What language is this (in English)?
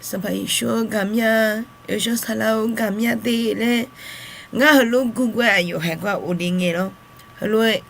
Akha